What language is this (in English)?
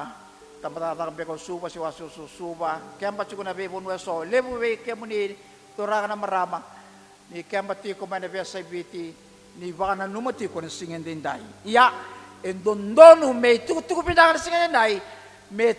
Fijian